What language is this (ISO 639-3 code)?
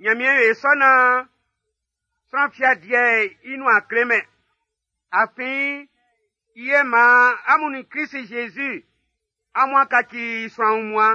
bci